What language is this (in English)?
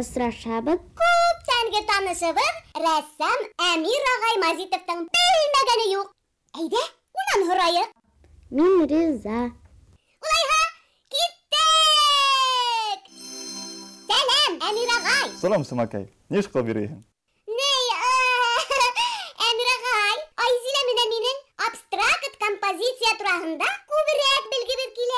Bashkir